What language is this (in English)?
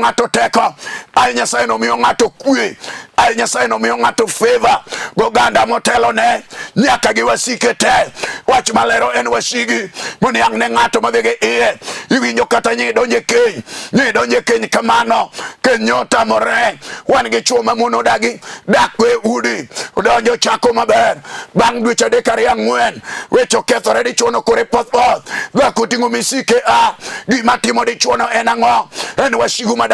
Luo (Kenya and Tanzania)